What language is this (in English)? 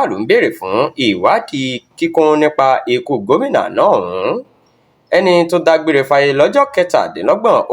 Yoruba